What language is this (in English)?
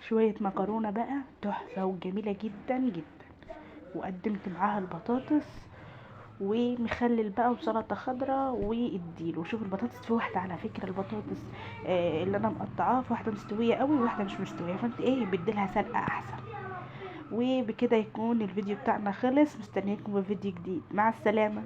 Egyptian Arabic